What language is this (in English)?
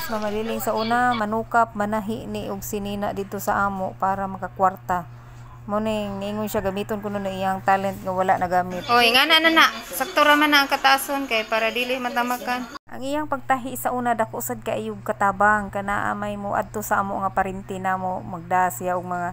Cebuano